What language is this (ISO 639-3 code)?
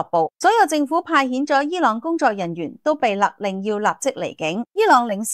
yue